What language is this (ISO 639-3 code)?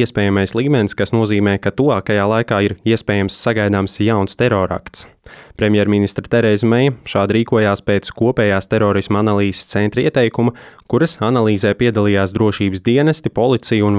lav